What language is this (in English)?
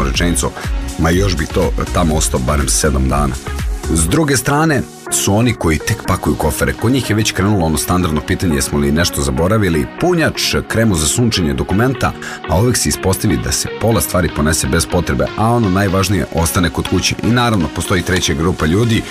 Serbian